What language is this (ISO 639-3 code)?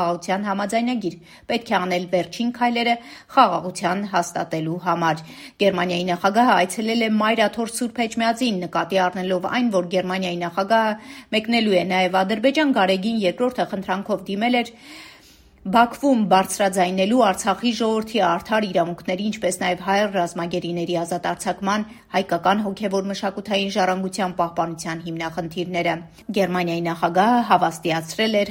hye